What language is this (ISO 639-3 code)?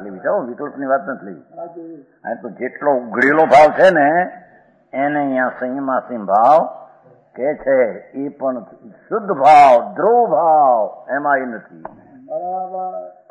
guj